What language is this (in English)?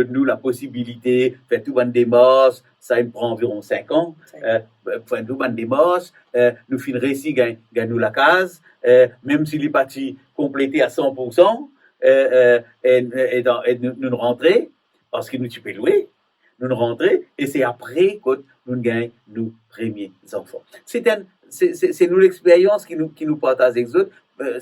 Morisyen